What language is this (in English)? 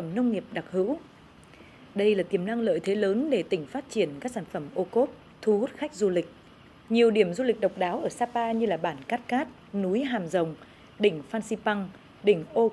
Vietnamese